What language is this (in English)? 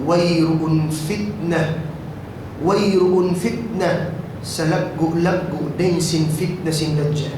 Tausug